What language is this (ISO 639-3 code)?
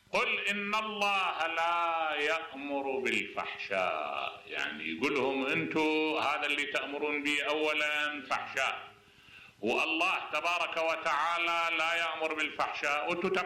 acm